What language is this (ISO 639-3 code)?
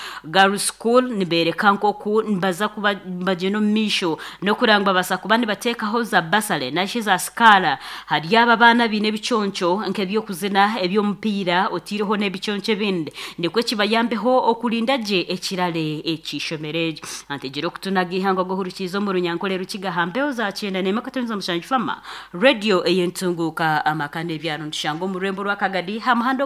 nyn